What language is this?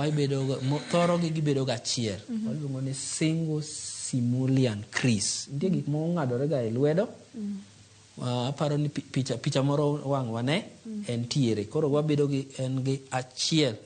Luo (Kenya and Tanzania)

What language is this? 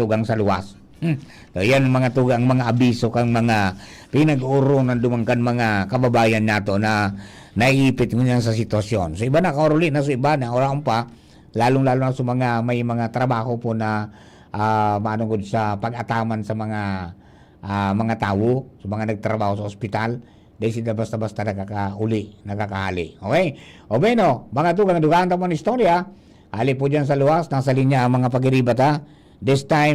Bikol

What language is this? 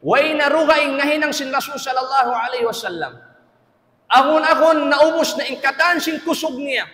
Tausug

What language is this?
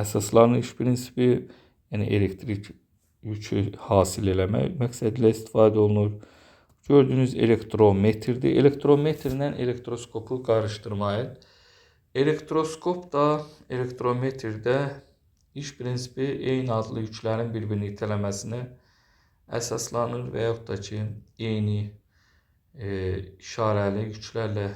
Azerbaijani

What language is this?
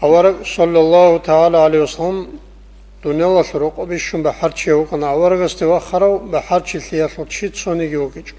Avaric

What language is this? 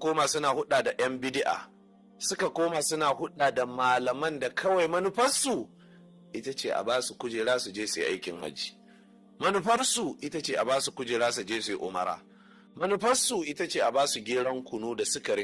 Hausa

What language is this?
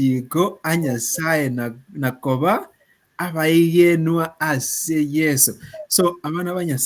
Gusii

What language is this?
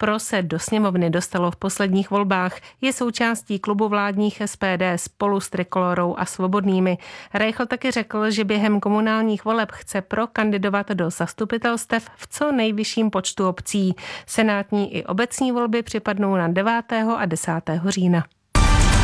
Czech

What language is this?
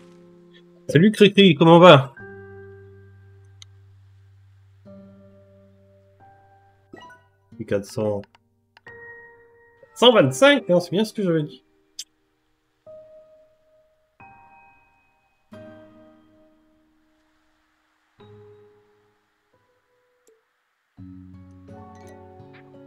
French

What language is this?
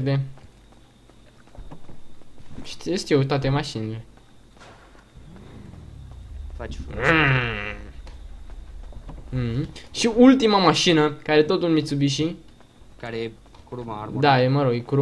Romanian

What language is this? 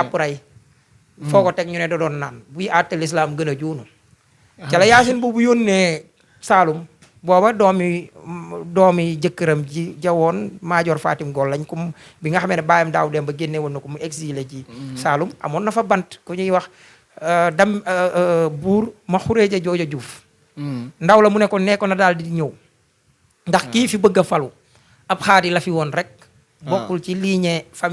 Wolof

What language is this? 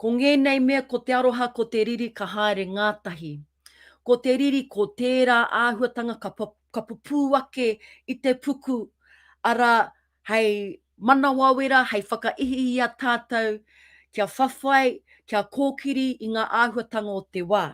Māori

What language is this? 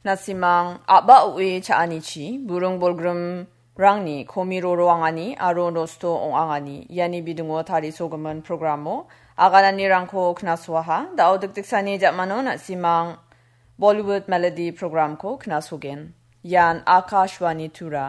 Garo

